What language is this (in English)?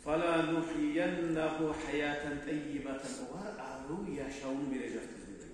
Kumyk